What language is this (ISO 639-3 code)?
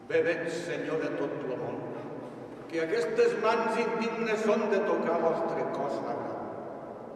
cat